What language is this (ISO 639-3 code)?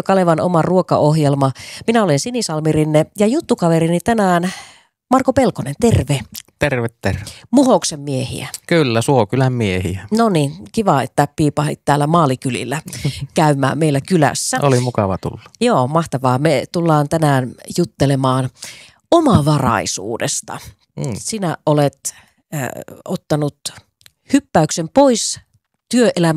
fin